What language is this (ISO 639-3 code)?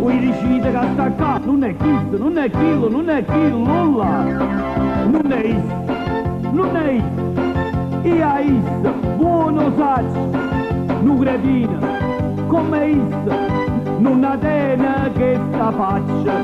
nap